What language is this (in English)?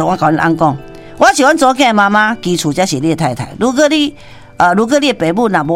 Min Nan Chinese